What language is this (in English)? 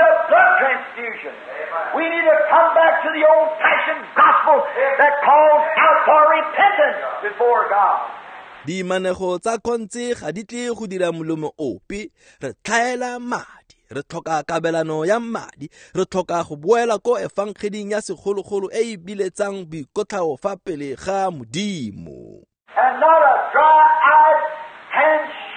Tswana